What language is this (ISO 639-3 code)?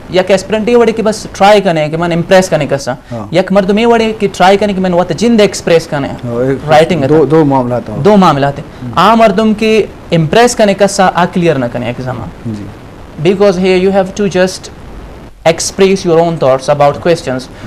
bgp